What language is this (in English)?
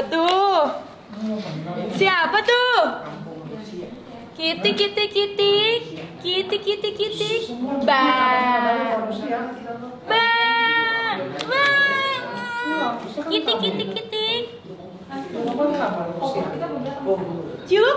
Indonesian